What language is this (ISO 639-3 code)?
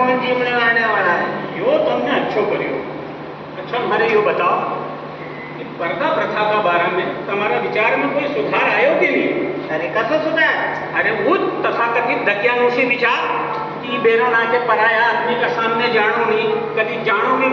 raj